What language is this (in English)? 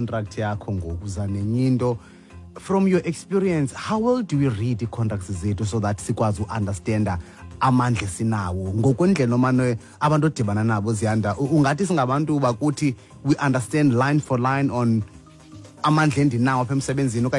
Xhosa